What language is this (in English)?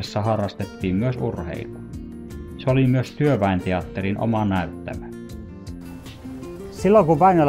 Finnish